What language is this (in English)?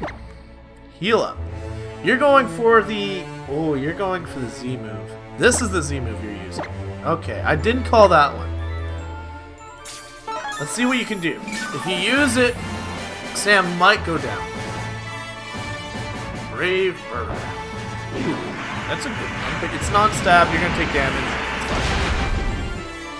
English